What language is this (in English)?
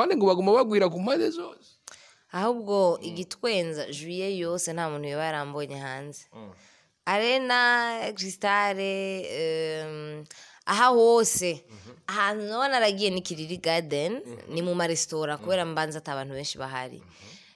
Rundi